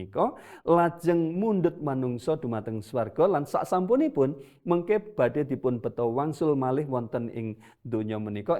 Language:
Javanese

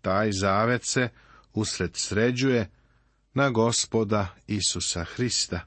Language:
Serbian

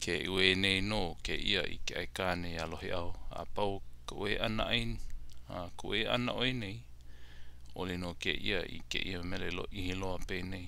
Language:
Hawaiian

